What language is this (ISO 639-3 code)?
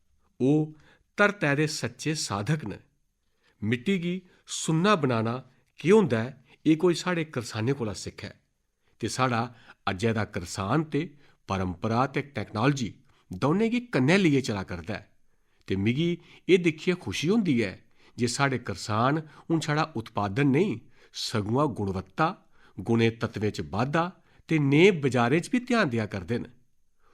doi